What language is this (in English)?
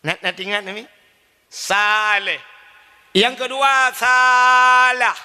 Achinese